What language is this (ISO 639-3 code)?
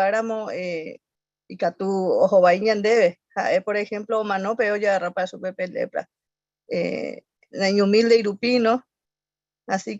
grn